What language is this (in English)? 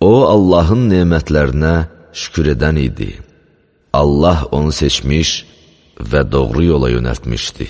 Azerbaijani